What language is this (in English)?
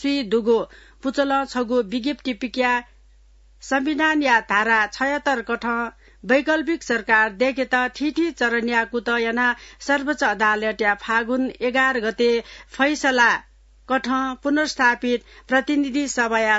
Newari